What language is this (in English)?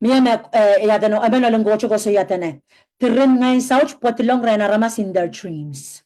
Pohnpeian